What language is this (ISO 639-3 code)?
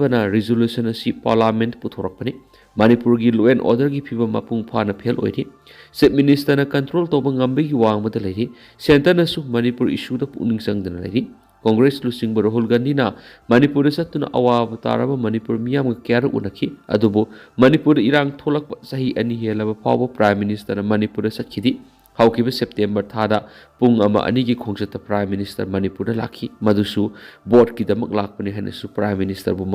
mni